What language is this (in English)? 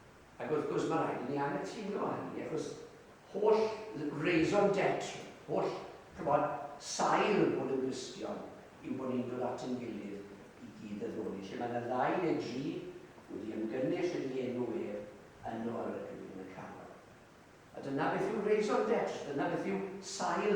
Welsh